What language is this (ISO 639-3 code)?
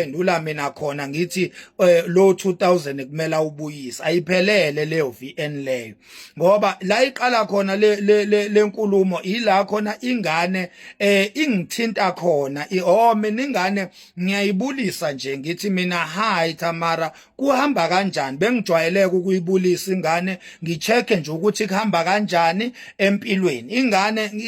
zul